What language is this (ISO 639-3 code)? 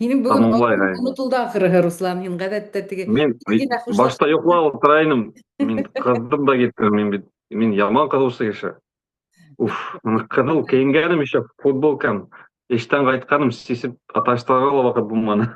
bak